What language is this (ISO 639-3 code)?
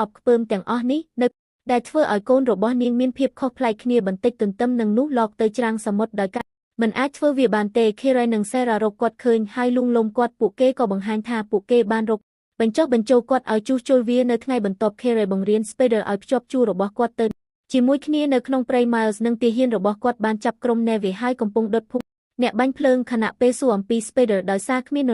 khm